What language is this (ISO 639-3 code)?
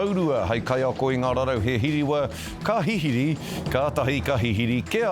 mri